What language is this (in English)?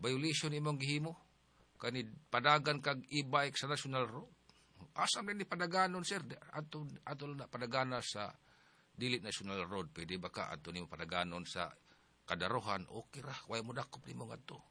Cebuano